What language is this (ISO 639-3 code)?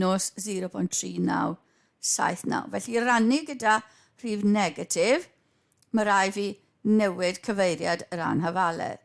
cym